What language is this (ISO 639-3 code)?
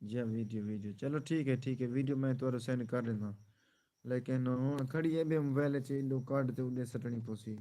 skr